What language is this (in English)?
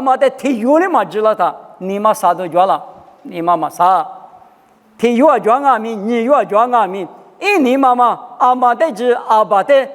Lisu